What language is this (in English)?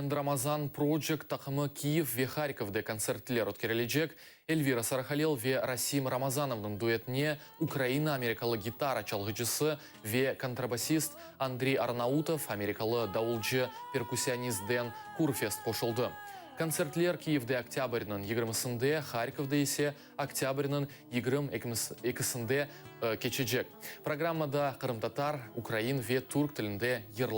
Crimean Tatar